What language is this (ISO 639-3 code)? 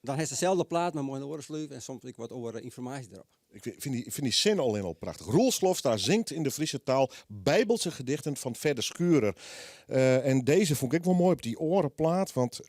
fry